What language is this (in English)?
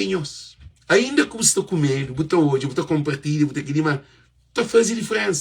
Kabuverdianu